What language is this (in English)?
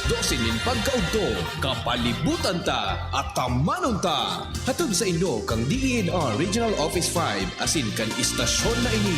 Bikol